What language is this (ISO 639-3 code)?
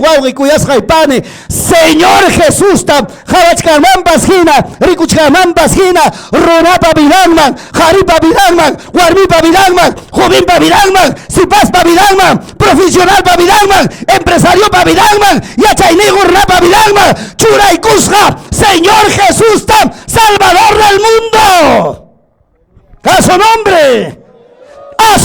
quy